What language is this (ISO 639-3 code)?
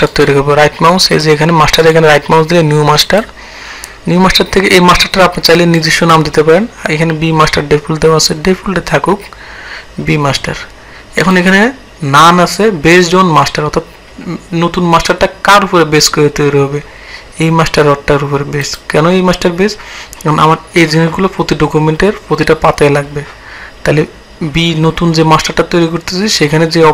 ben